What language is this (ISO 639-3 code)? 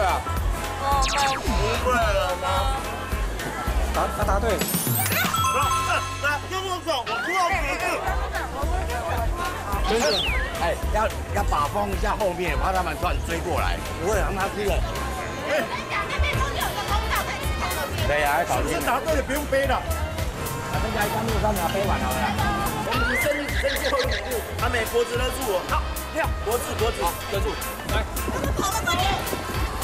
zho